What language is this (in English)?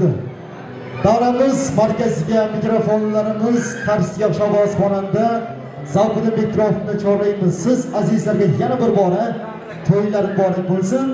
Uzbek